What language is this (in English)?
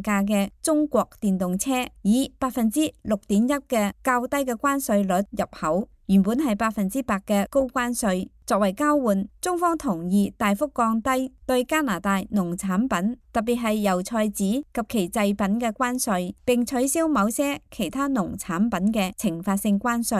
Cantonese